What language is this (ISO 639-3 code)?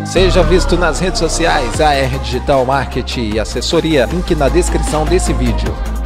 por